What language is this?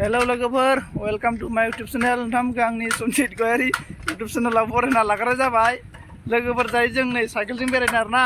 Bodo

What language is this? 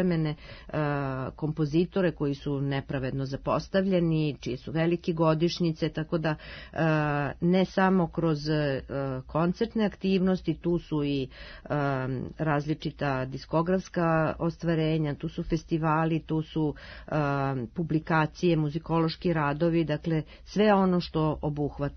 Serbian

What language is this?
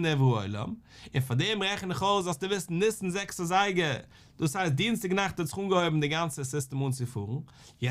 Yiddish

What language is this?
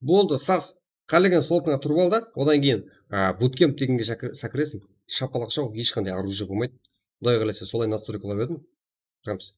Kara-Kalpak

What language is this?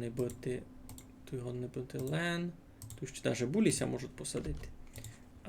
Rusyn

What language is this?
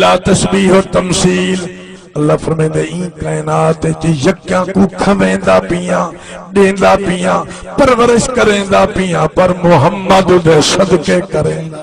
Saraiki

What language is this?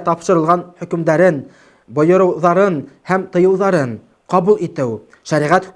Bashkir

